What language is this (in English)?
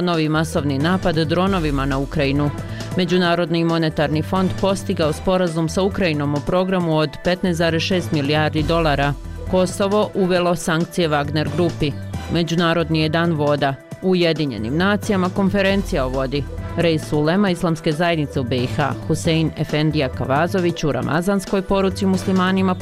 Croatian